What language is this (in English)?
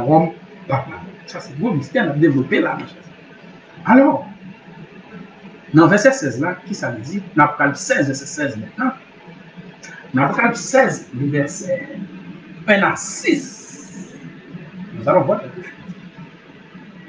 French